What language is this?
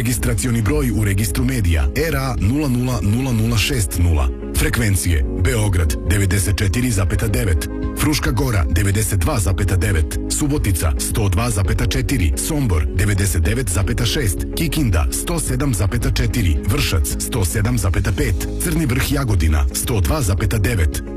Serbian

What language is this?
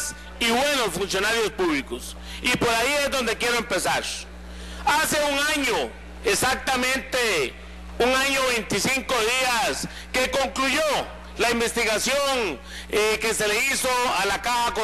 Spanish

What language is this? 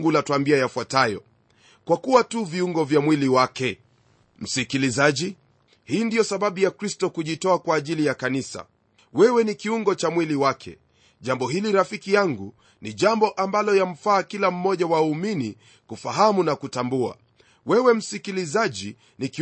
Swahili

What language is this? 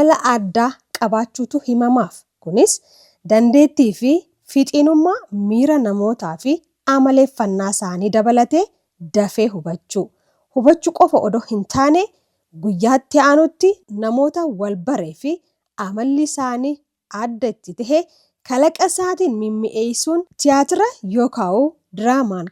Oromo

